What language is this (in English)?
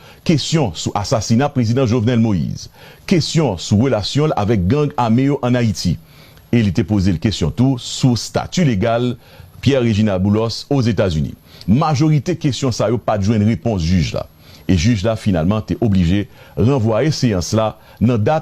Haitian Creole